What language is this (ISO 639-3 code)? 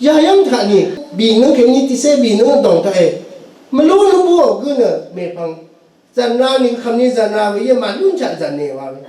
raw